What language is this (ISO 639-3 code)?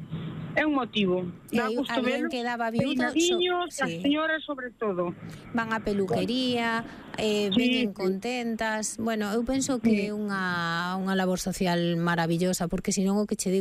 glg